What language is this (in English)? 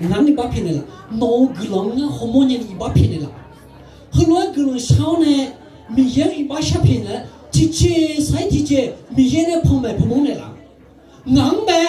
Akha